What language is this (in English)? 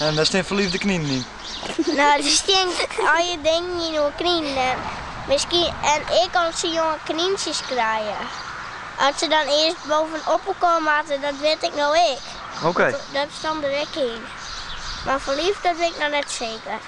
Western Frisian